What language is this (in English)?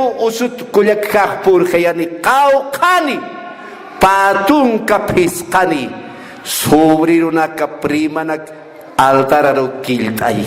Aymara